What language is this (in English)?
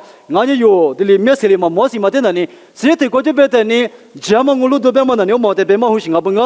Lisu